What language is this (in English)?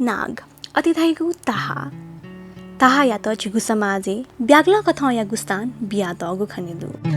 Newari